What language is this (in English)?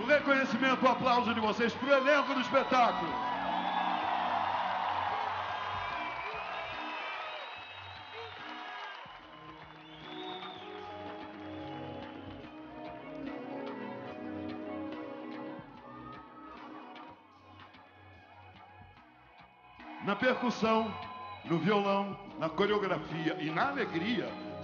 Portuguese